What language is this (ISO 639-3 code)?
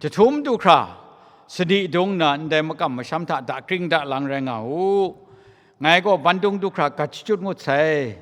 kac